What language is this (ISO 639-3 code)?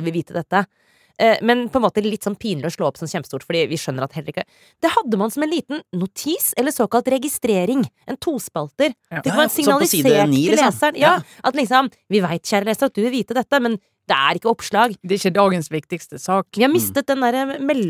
nor